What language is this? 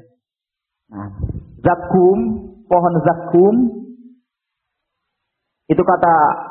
Indonesian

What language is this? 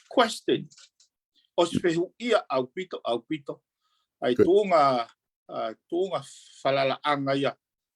Tongan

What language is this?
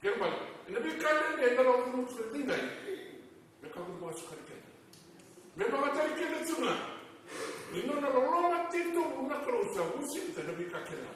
Fijian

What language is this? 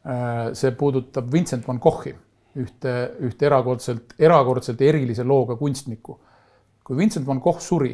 Estonian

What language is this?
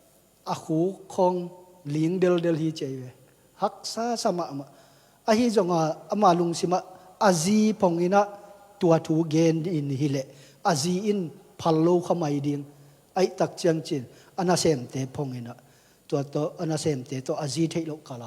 Tedim Chin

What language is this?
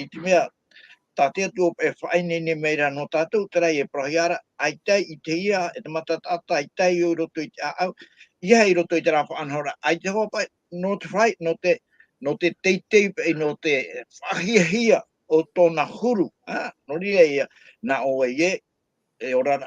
Tahitian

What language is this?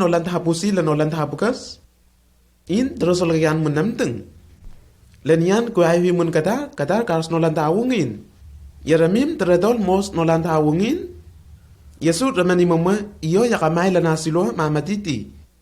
Lenakel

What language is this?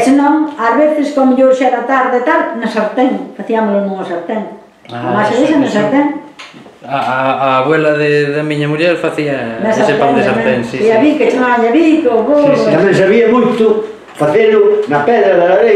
Galician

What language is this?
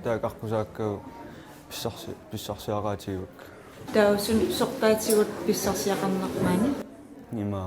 Kalaallisut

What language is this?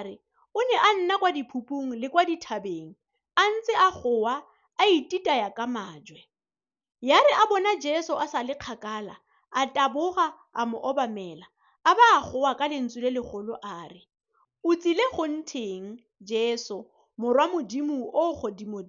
Tswana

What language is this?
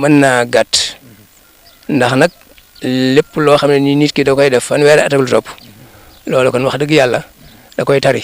Wolof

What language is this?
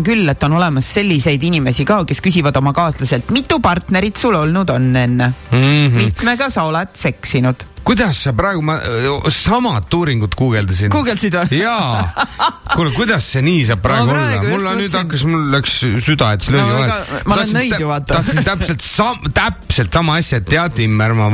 Estonian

